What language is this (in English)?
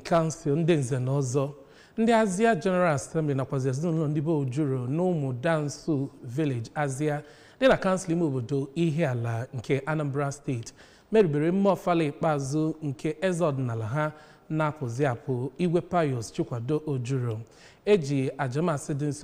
Igbo